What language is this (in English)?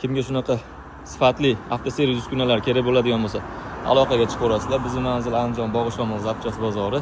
Uzbek